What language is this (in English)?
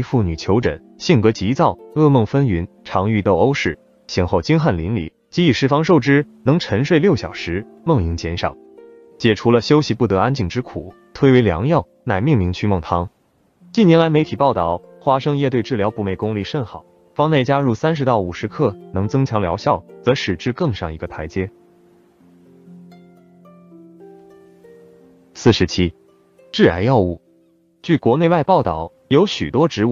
Chinese